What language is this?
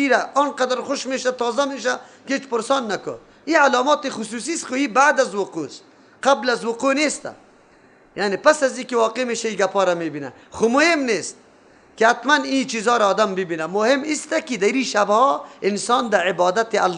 Persian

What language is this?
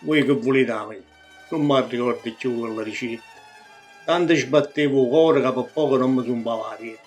Neapolitan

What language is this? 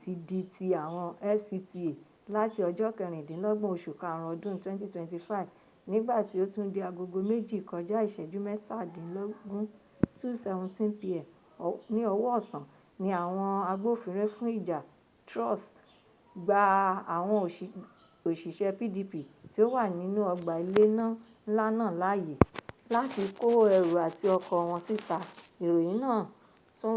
Yoruba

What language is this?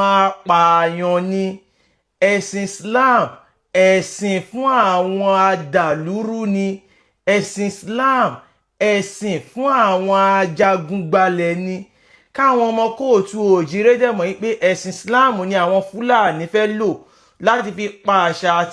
Yoruba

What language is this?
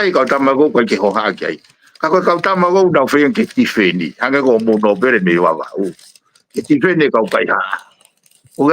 Tongan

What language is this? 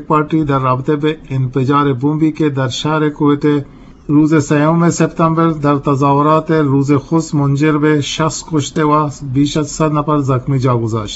Eastern Balochi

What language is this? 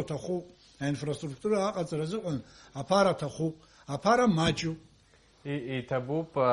Abkhazian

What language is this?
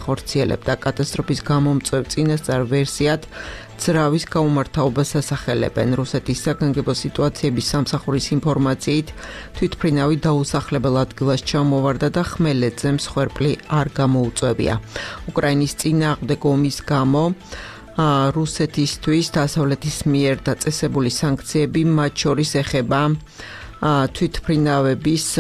Georgian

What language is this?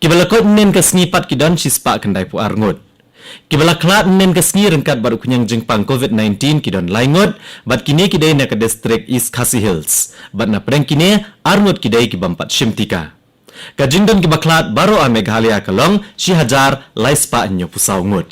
Khasi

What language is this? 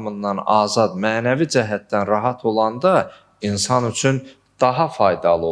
Azerbaijani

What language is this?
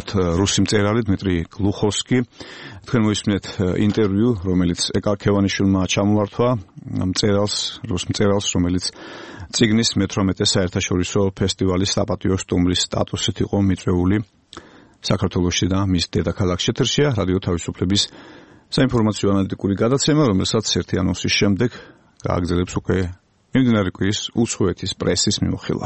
Georgian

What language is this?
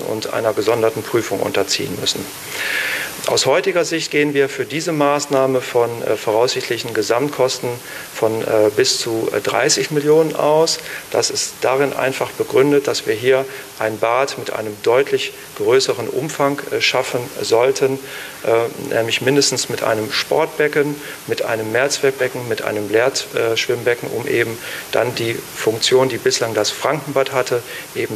German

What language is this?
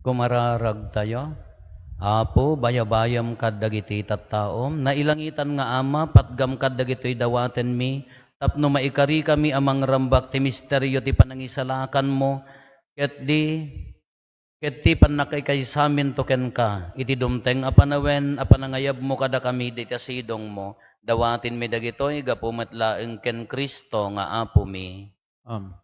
Iloko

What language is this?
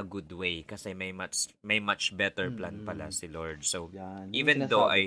Filipino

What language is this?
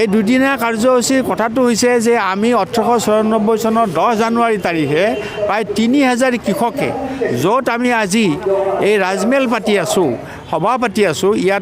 Assamese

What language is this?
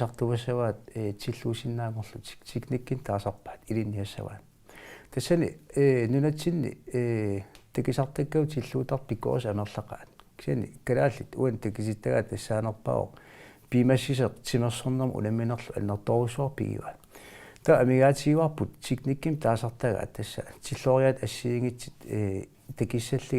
Kalaallisut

